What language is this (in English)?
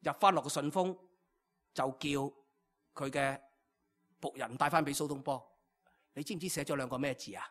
Cantonese